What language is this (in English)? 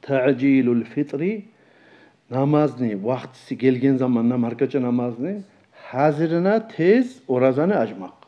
Kumyk